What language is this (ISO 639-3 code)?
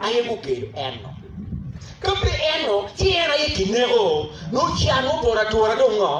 ach